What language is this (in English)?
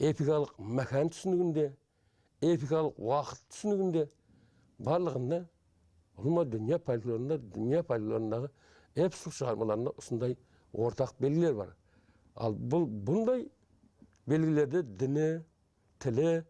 Kara-Kalpak